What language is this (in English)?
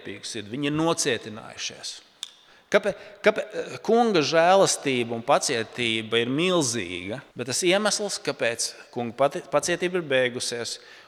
Latvian